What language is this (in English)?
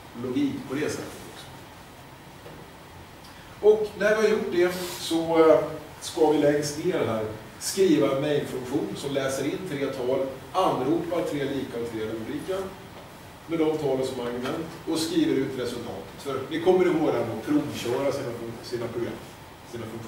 Swedish